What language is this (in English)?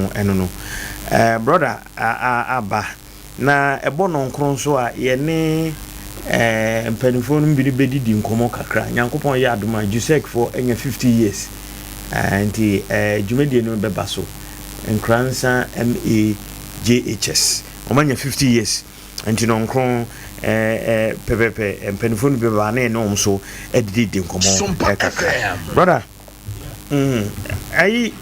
Akan